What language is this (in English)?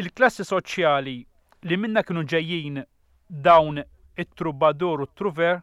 Maltese